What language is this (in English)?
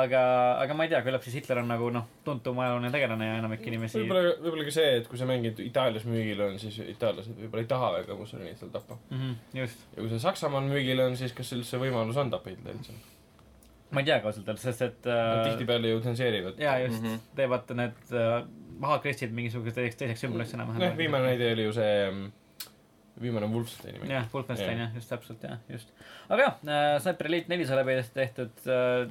Estonian